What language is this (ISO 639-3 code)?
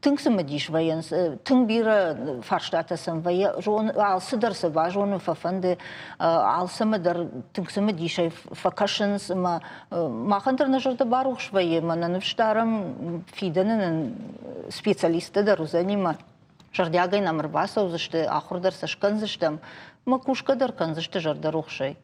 oss